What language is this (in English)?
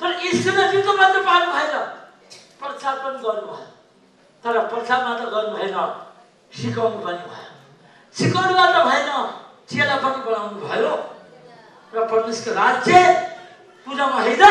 Nepali